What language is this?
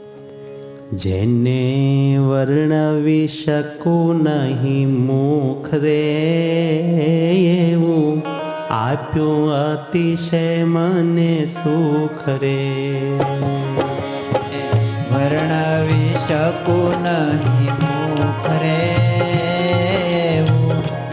Gujarati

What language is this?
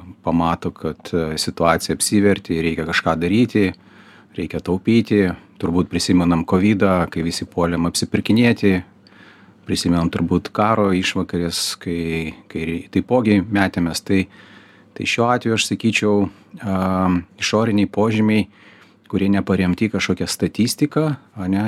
Lithuanian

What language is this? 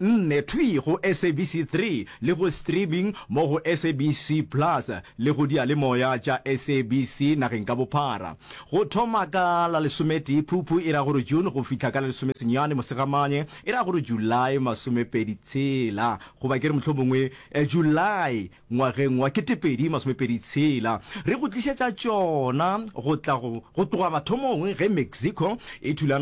Northern Sotho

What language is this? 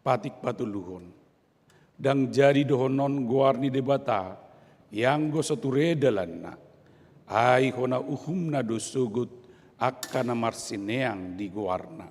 Batak Toba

